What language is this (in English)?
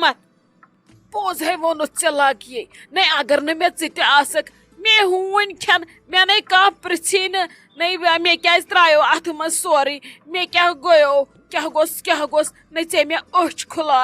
Kashmiri